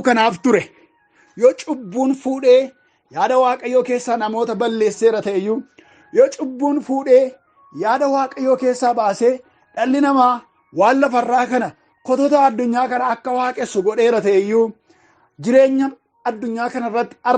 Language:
Oromo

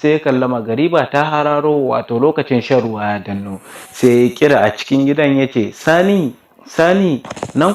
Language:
Hausa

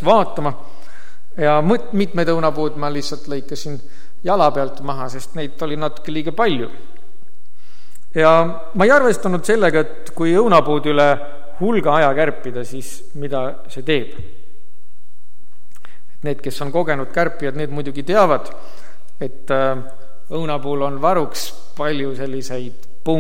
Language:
Estonian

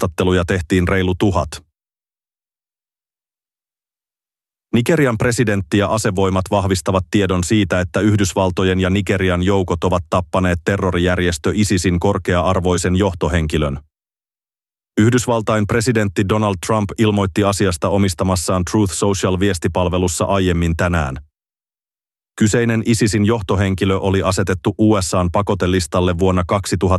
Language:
Finnish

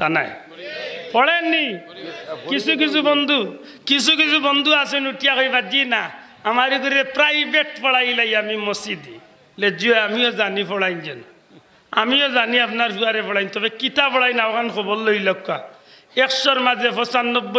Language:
Sylheti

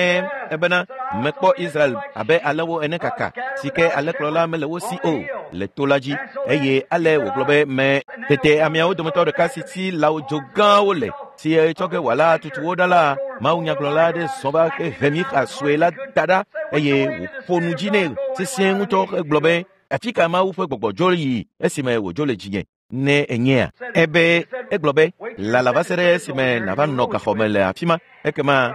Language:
Ewe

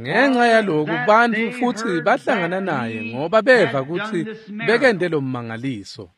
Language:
Swati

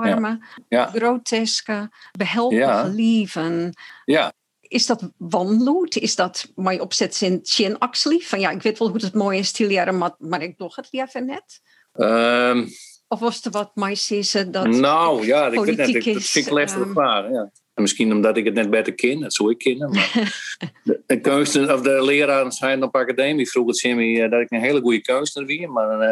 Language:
Western Frisian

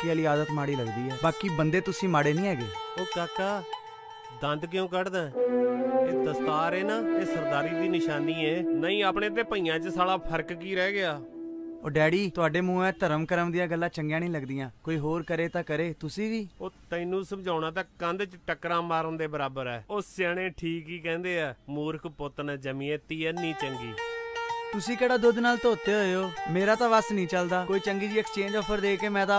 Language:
Punjabi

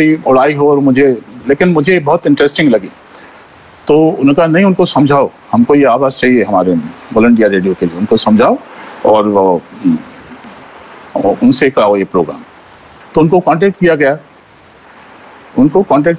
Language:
Hindi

